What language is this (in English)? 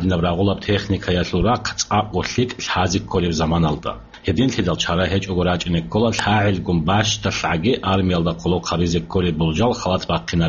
Avaric